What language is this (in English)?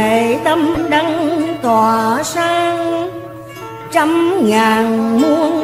Vietnamese